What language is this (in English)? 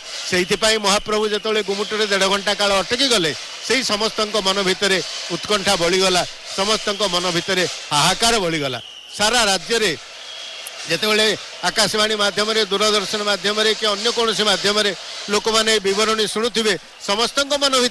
Odia